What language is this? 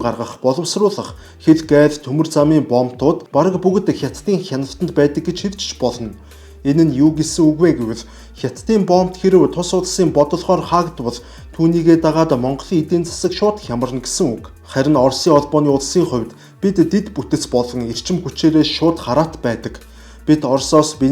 Mongolian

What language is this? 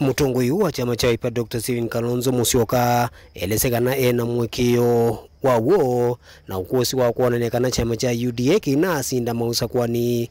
Kamba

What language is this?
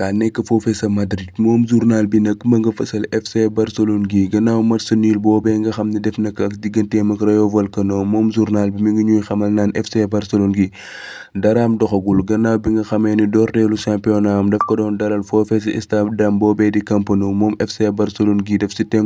Wolof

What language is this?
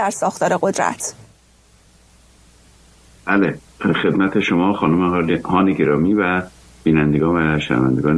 Persian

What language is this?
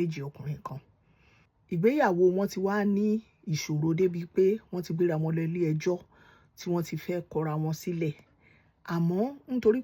Yoruba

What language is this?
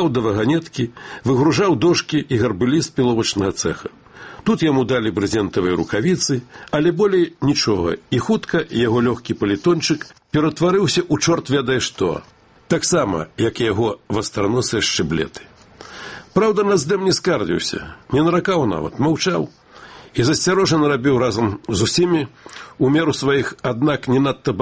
Belarusian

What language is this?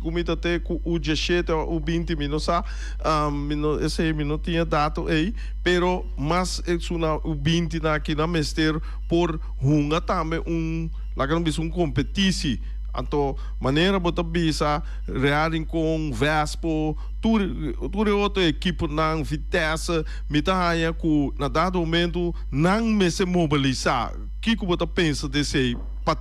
Papiamento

